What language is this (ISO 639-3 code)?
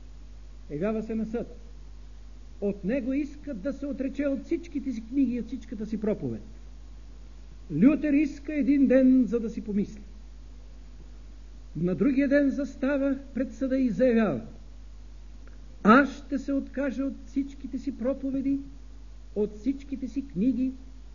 bul